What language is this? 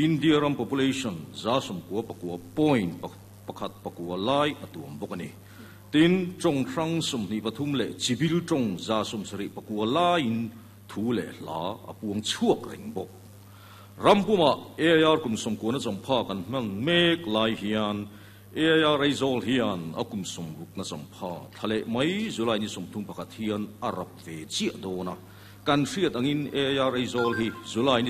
Mizo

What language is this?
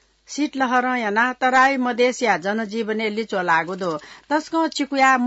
Newari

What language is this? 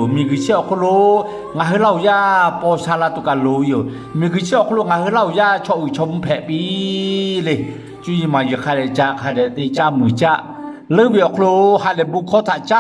Lahu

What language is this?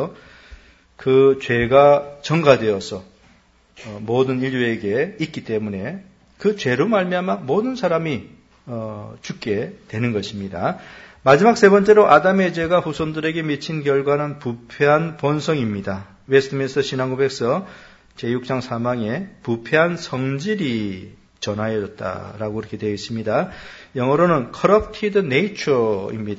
Korean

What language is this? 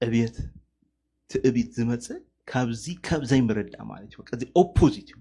Tigrinya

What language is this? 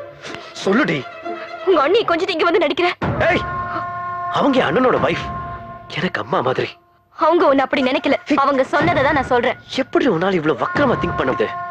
Tamil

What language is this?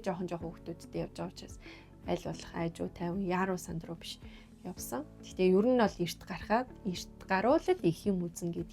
Mongolian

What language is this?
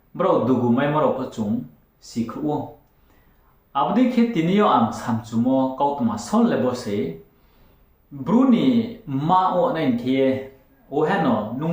Riang (India)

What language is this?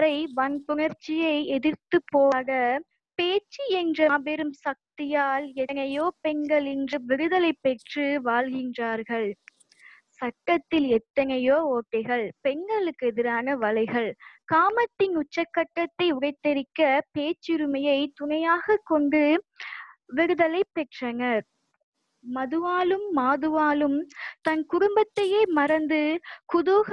Tamil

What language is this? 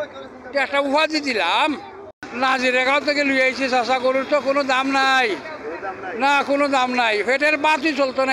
Sylheti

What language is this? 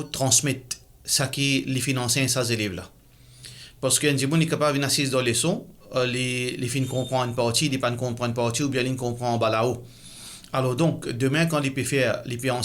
Morisyen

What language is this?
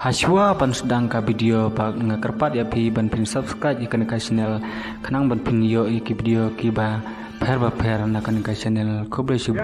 Khasi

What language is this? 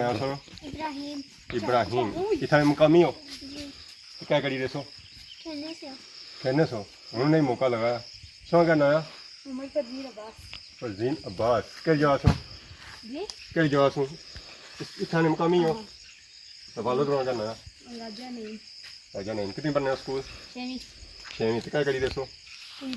Pahari-Potwari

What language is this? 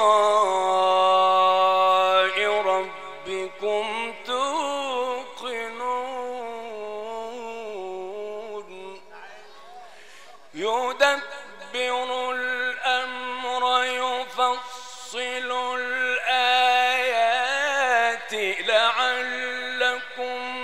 Arabic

